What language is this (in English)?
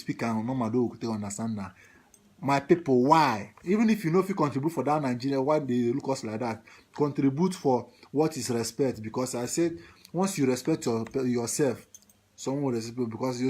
Nigerian Pidgin